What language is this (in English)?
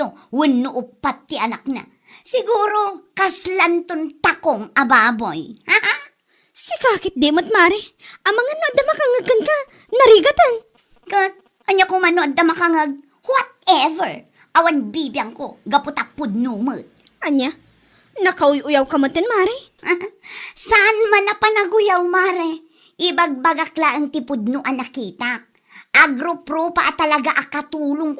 Iloko